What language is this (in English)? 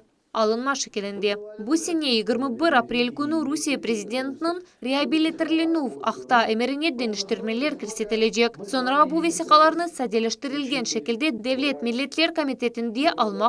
Crimean Tatar